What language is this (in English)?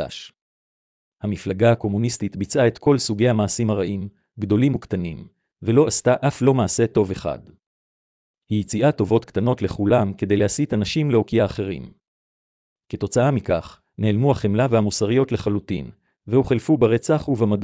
Hebrew